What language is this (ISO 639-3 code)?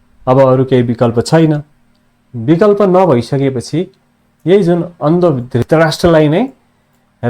nep